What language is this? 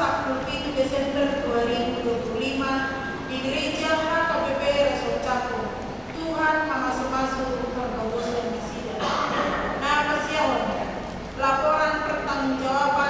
Batak Toba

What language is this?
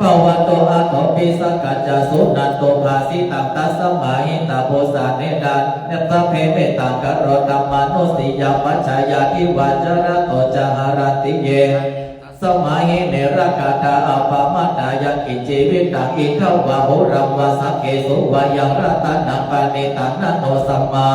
Pali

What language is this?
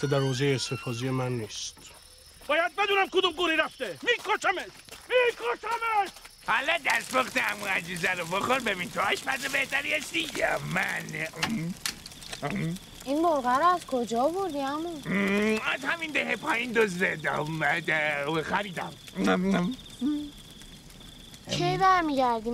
Persian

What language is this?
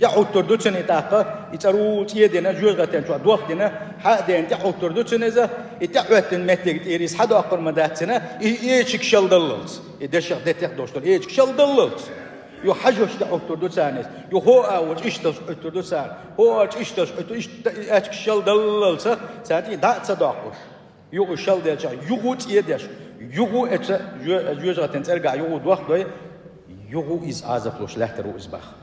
Chechen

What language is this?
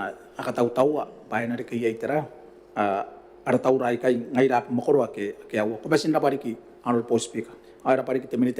Gilbertese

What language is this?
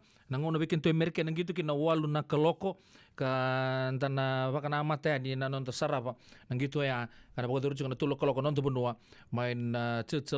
Fijian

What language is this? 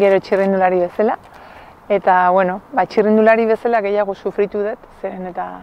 Basque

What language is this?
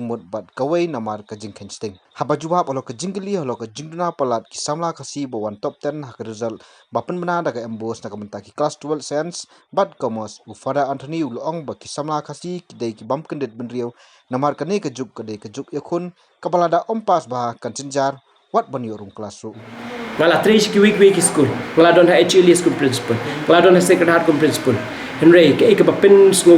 Khasi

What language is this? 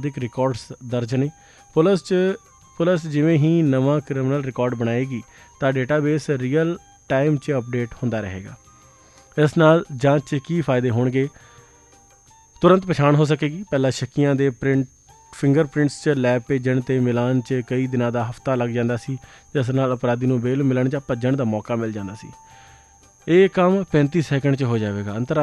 Punjabi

